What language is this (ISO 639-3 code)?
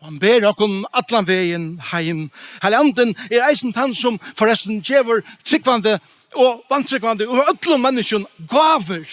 fao